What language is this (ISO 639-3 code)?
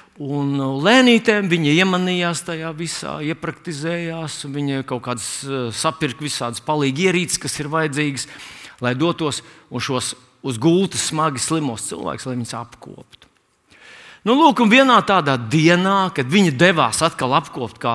lav